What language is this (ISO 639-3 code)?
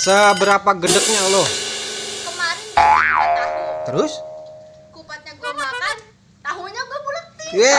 bew